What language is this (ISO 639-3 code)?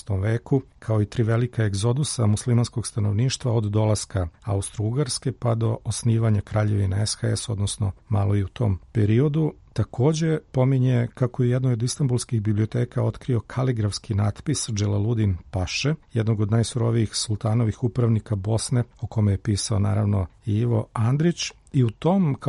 srp